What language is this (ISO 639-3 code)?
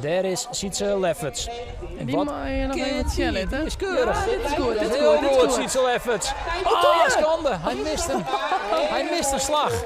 fry